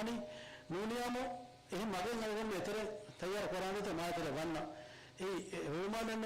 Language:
Divehi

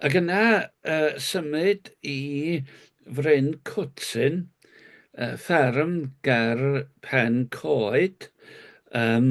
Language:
Welsh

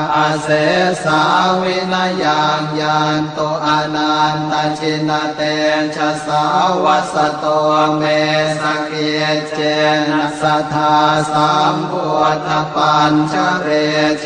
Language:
Pali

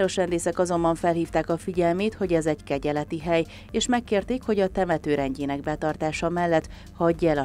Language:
Hungarian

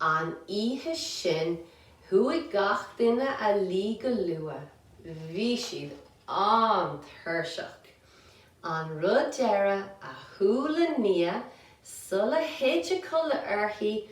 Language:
Irish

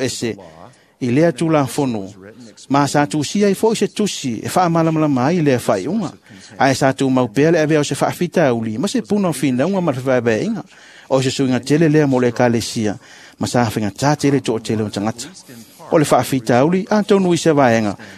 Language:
Samoan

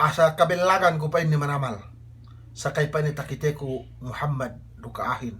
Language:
Yakan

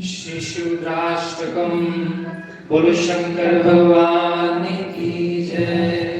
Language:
Dogri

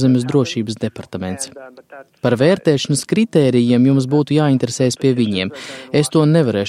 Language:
Latvian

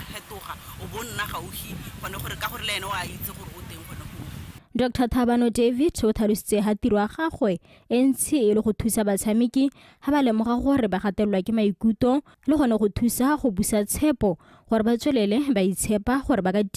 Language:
Tswana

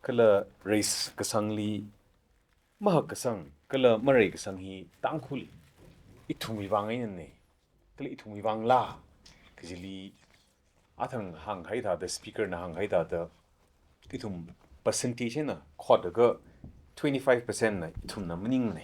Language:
Tangkhul Naga (India)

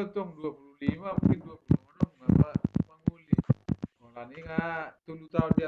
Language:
Batak Toba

